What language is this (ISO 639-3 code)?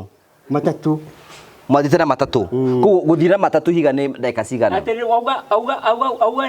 kik